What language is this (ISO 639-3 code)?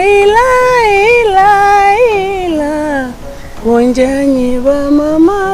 bam